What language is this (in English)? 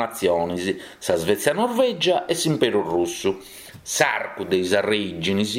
Sardinian